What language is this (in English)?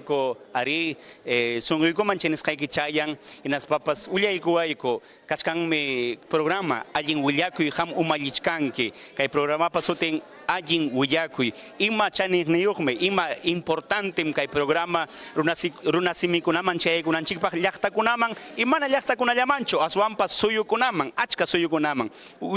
Ayacucho Quechua